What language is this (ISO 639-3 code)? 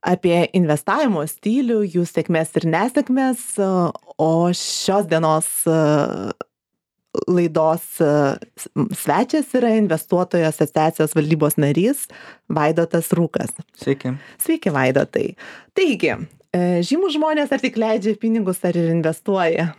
lit